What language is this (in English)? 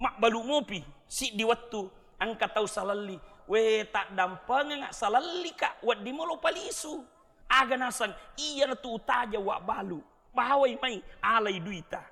Buginese